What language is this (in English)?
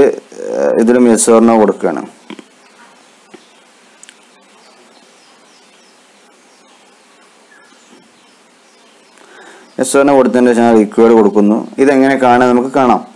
Malayalam